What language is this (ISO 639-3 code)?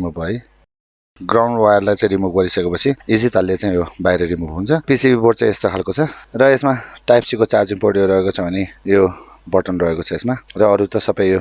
nep